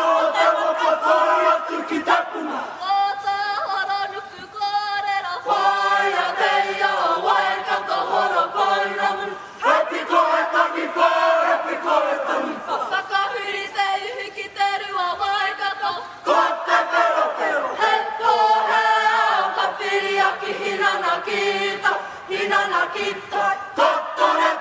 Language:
Māori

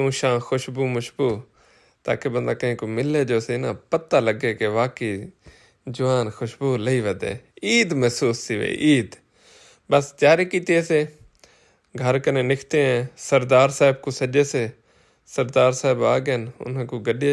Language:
Saraiki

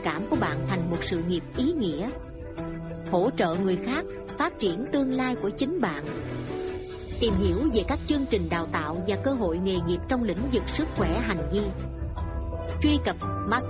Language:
Vietnamese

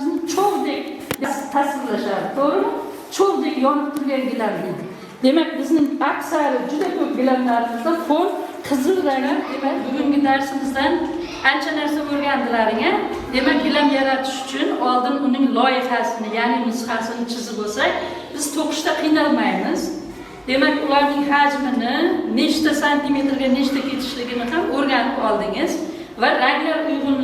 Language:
Uzbek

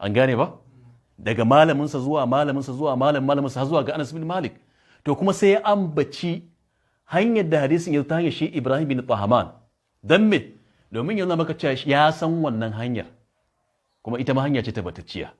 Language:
Hausa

